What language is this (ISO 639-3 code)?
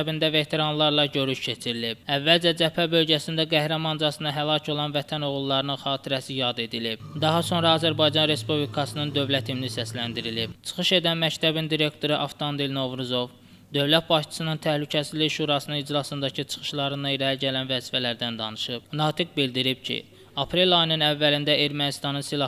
aze